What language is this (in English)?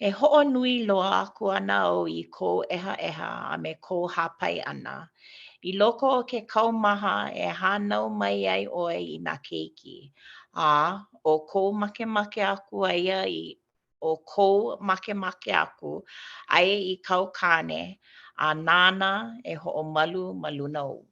Hawaiian